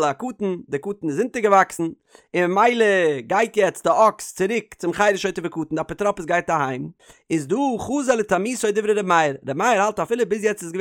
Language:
Yiddish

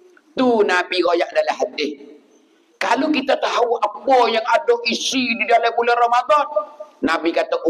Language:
Pattani Malay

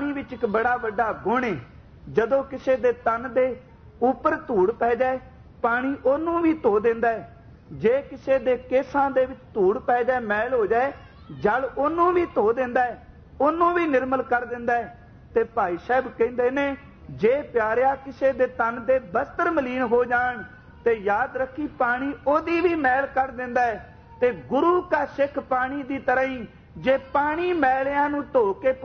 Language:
Punjabi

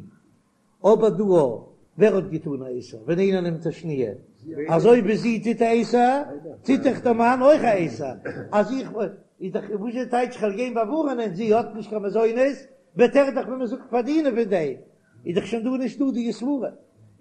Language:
Yiddish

